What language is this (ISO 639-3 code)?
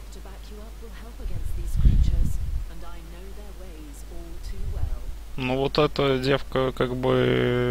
rus